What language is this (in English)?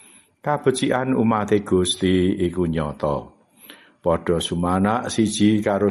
Javanese